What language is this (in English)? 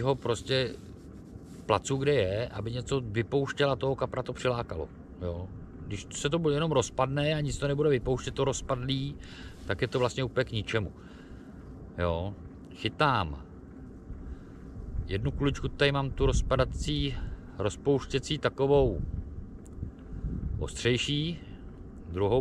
Czech